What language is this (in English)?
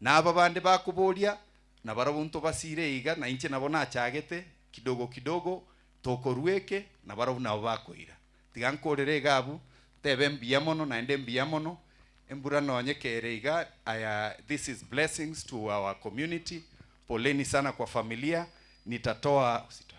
Gusii